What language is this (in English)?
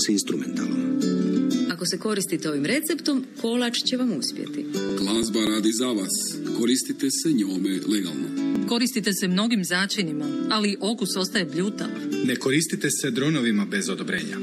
Croatian